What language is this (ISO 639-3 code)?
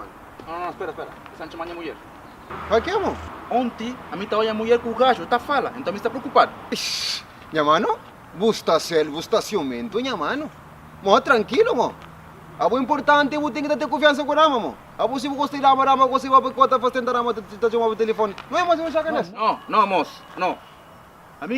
kea